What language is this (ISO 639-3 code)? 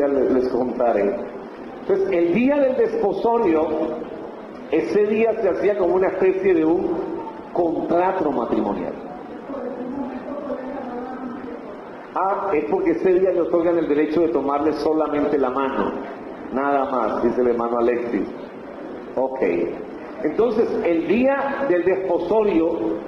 spa